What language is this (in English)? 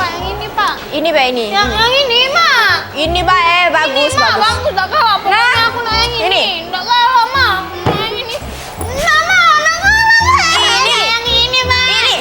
Musi